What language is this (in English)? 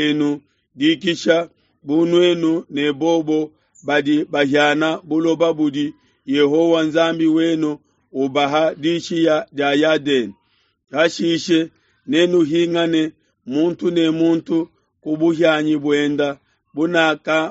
Luba-Lulua